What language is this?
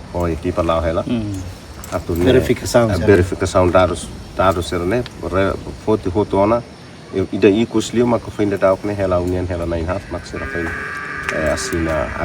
Tetum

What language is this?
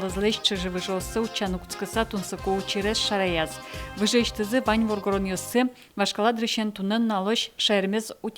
Udmurt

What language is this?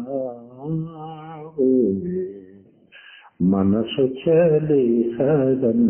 Kannada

